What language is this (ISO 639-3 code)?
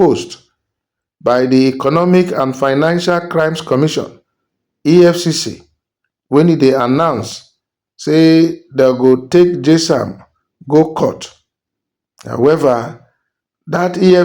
pcm